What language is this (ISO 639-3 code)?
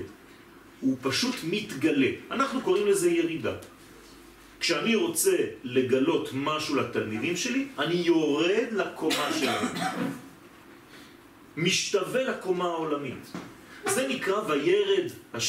heb